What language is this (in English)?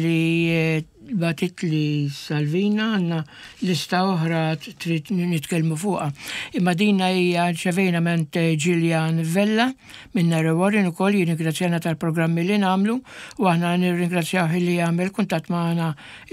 Maltese